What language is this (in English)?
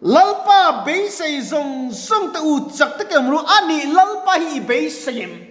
Mizo